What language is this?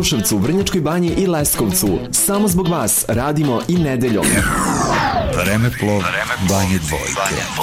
Serbian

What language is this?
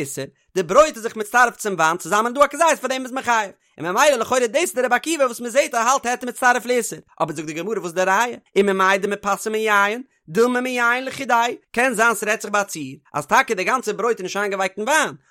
Yiddish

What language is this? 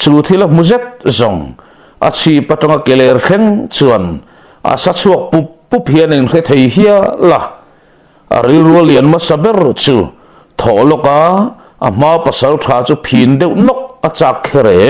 Mizo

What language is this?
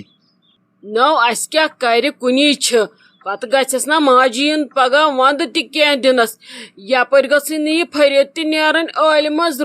Kashmiri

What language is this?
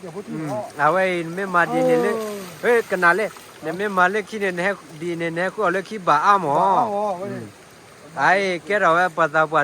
S'gaw Karen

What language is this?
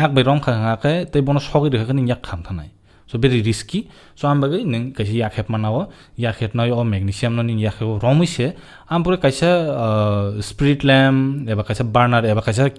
Kok Borok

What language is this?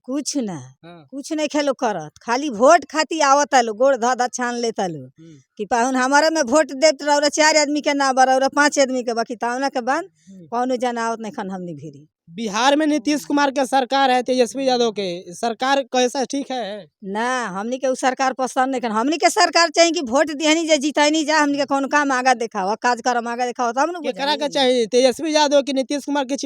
Bhojpuri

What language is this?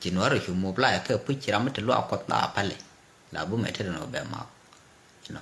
Nuer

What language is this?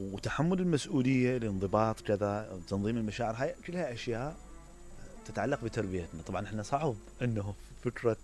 Mesopotamian Arabic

